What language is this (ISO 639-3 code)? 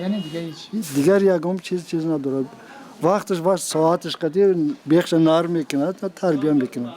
tgk